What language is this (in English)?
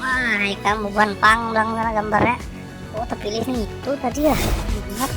Banjar